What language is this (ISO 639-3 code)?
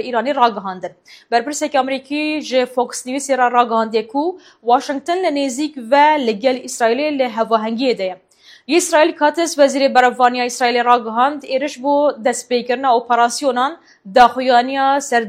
kur